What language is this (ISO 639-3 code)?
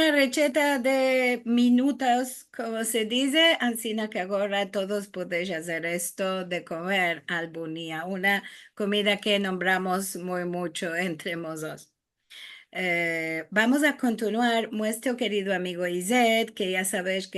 lad